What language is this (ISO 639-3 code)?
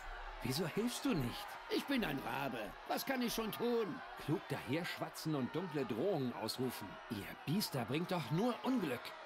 deu